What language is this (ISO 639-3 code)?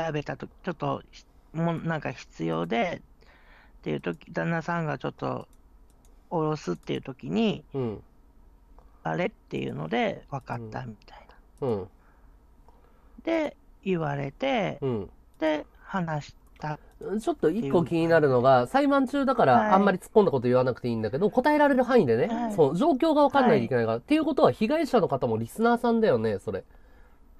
jpn